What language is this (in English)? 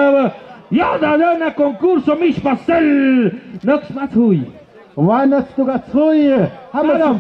Tlahuitoltepec Mixe